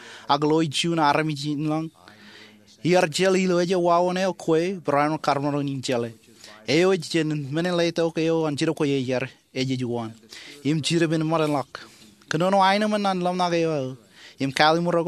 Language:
Marshallese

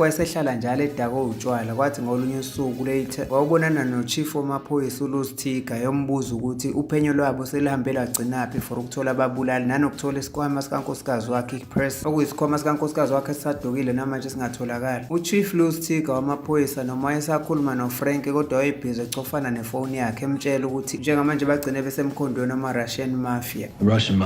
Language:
Zulu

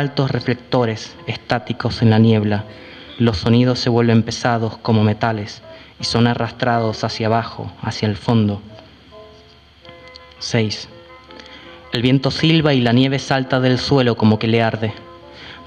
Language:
Spanish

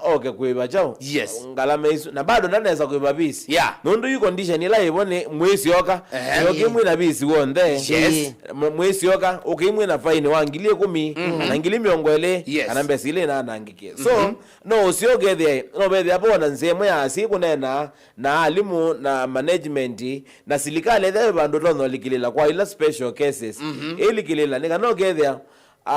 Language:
Kamba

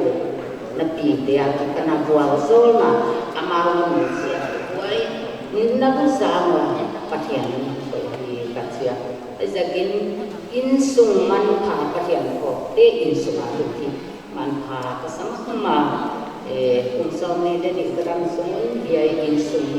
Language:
Paite Chin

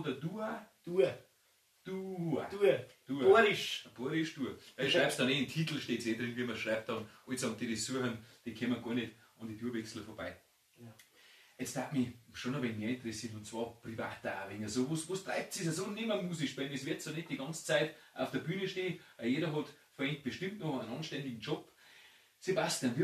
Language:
Bavarian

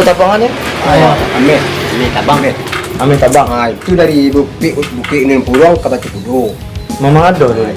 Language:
Minangkabau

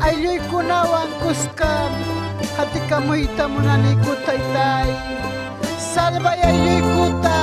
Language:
Ayacucho Quechua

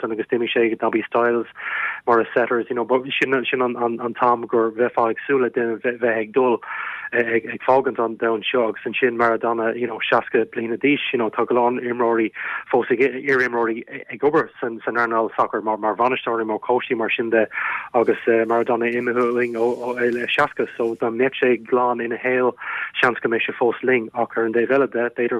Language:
Irish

